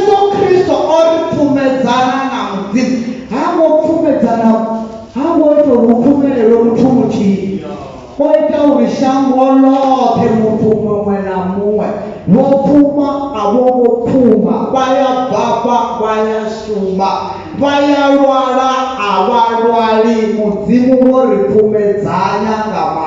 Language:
Venda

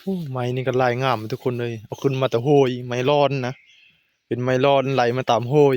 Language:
Northeastern Thai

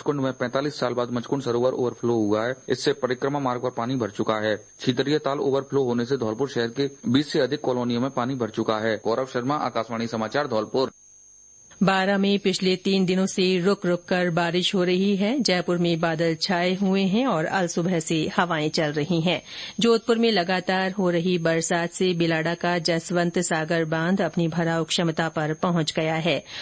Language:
Hindi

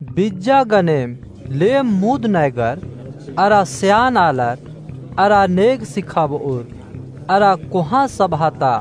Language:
Kurukh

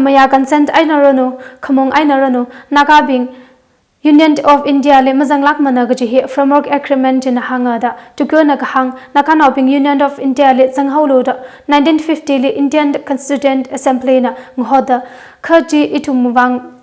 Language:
Tangkhul Naga (India)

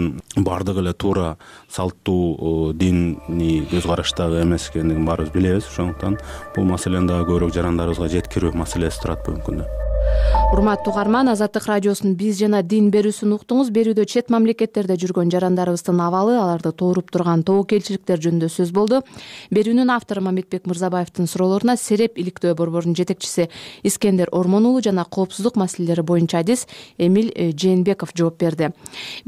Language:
Kyrgyz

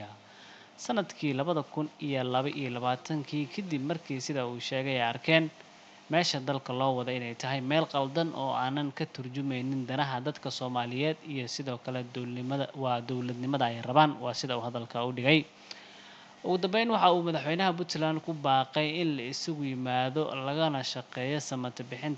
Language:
Somali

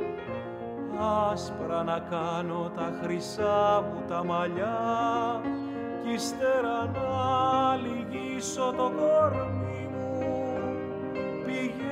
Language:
Greek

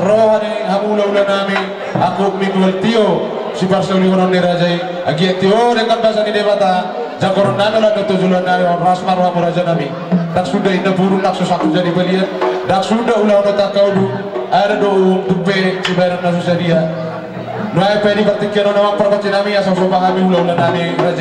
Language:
Batak Toba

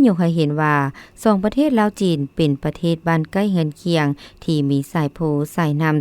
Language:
Lao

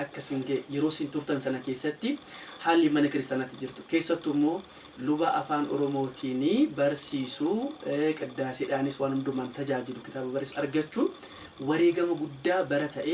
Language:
Oromo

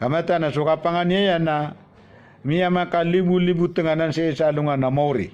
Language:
Maranao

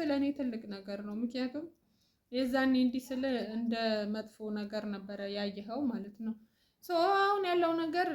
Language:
Amharic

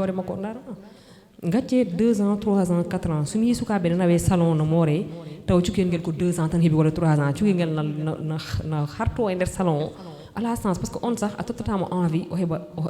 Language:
Fula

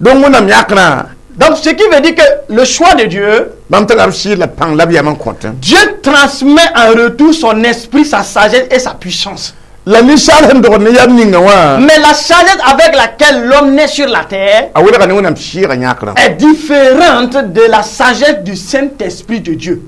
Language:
Mossi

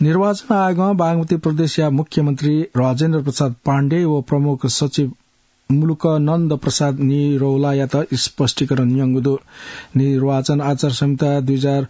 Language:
Newari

